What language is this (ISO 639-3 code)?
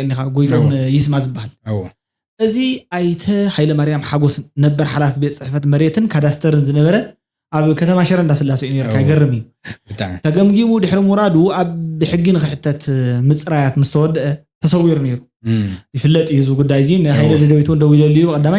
tir